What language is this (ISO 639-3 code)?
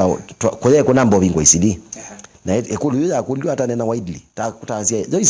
kam